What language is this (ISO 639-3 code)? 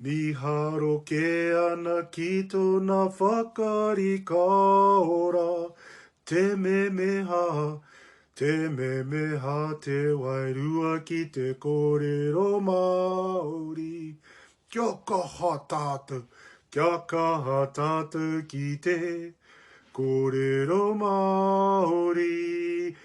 mri